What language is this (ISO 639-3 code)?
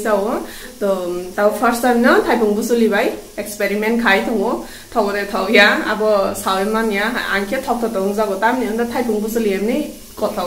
trp